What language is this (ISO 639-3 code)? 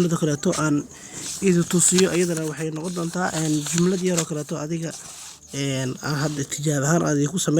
som